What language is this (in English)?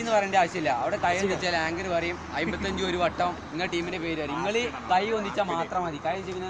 Malayalam